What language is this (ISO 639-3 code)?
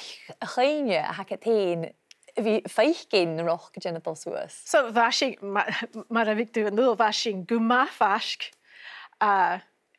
gla